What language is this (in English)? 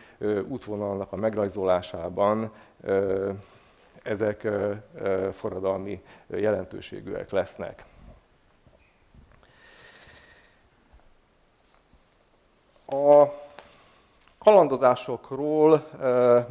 Hungarian